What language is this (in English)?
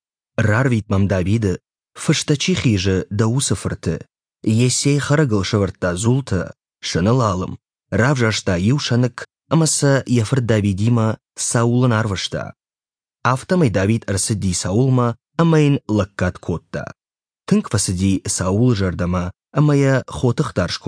Ossetic